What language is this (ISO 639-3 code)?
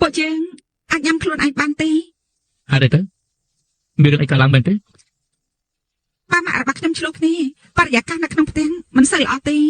khm